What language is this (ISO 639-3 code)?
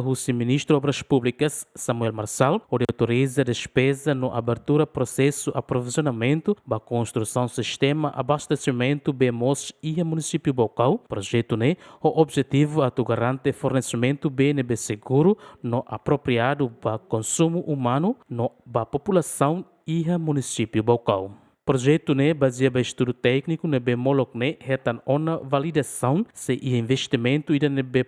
tet